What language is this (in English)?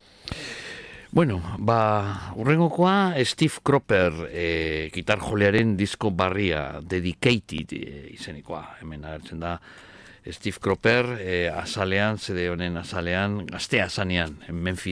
Basque